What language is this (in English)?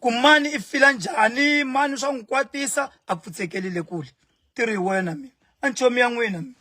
Tsonga